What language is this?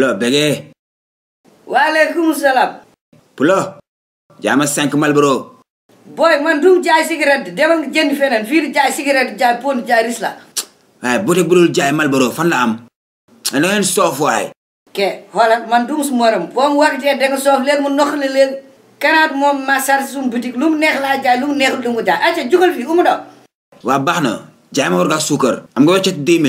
Wolof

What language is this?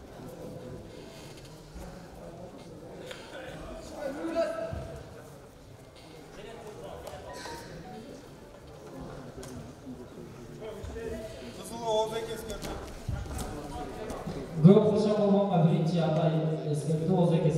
Kazakh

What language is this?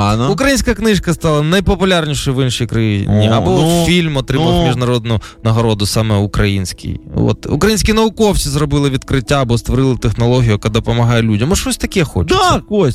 Ukrainian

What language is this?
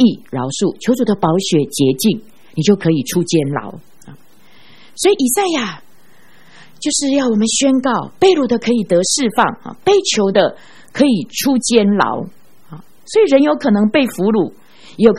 Chinese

